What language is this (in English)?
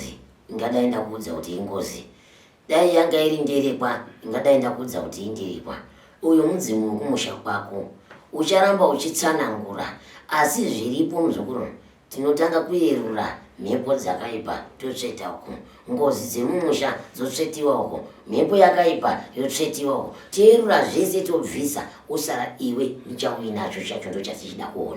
Shona